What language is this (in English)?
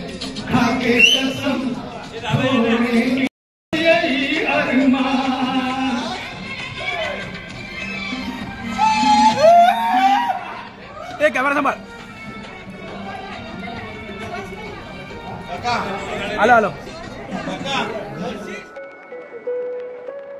Marathi